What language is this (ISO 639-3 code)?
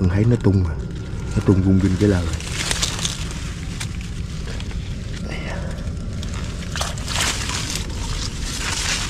vie